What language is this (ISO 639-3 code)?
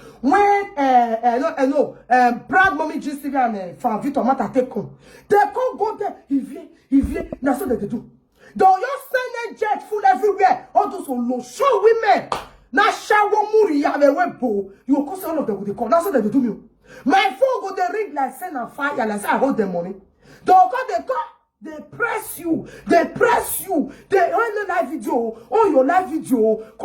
pcm